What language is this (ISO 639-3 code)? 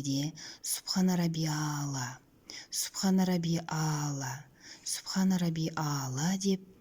kaz